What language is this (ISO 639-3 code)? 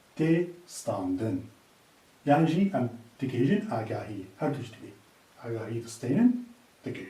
kur